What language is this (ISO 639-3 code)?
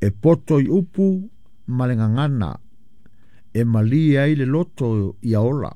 smo